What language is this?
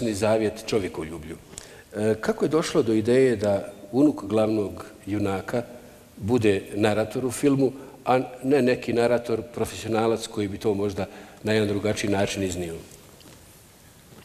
Bosnian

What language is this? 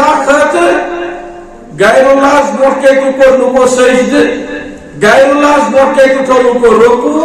Kashmiri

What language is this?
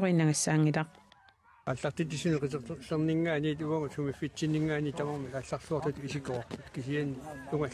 Kalaallisut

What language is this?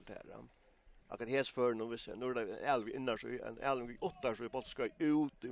Faroese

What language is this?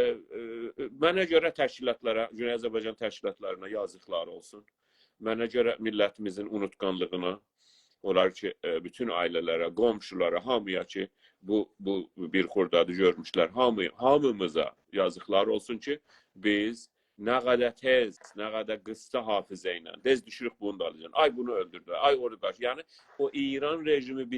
South Azerbaijani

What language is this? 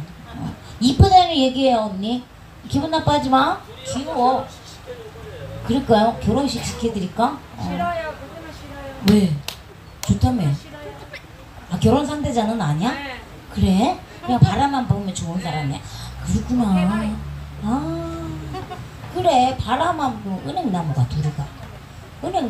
Korean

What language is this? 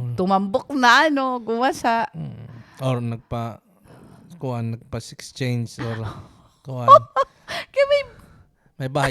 Waray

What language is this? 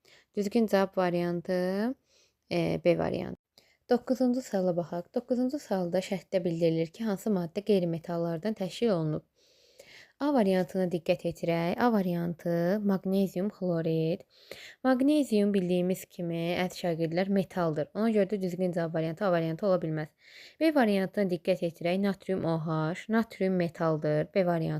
Azerbaijani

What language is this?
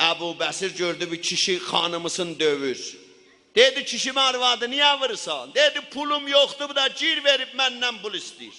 South Azerbaijani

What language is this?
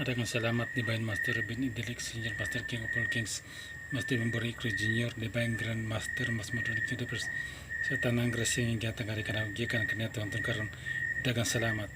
Cebuano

